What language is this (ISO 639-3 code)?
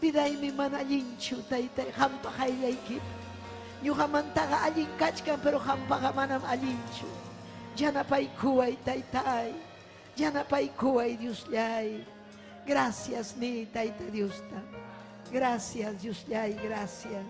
quy